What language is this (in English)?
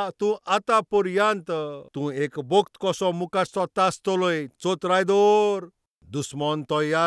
Konkani